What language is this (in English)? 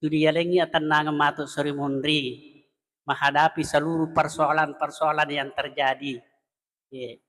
Buginese